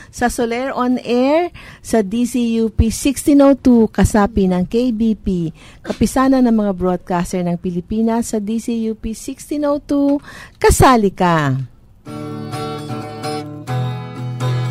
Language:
Filipino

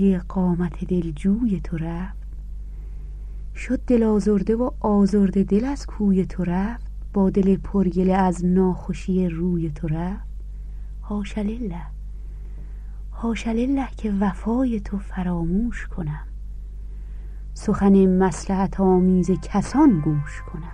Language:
Persian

